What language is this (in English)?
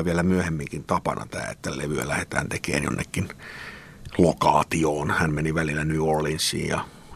Finnish